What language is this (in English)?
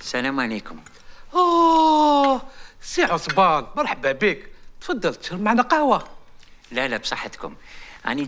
Algerian Arabic